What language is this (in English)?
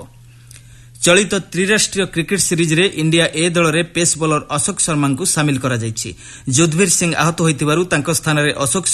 Odia